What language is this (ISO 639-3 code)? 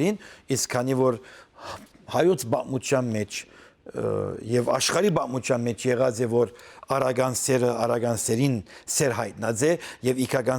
hyw